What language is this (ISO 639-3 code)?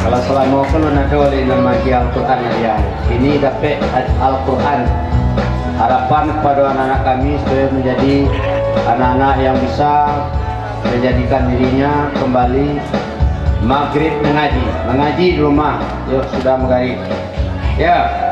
min